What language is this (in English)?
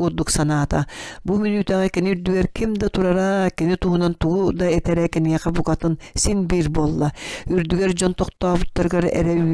Yakut